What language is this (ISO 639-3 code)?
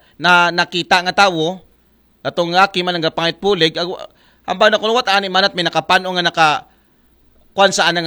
akl